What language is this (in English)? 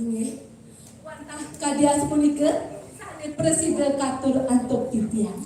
Balinese